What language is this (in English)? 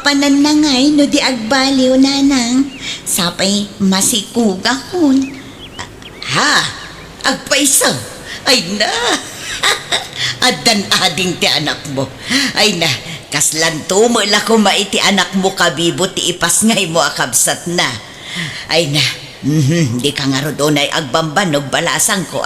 Iloko